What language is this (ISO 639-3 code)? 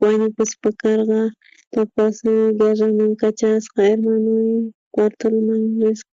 quh